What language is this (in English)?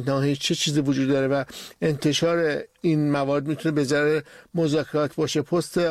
Persian